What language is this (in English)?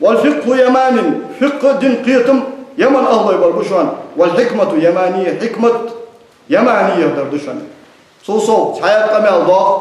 Ingush